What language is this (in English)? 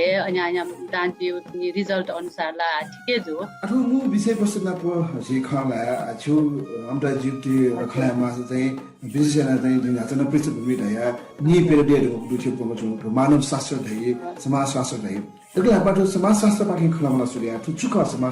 Newari